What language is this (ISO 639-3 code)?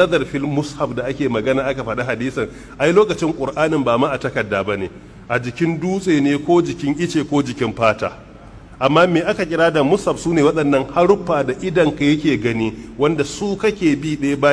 hau